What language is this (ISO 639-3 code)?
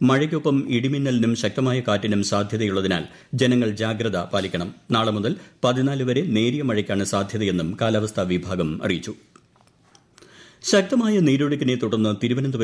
mal